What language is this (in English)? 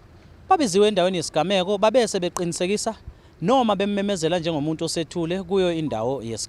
Zulu